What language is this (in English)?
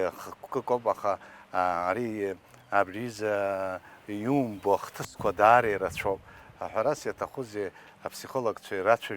Abkhazian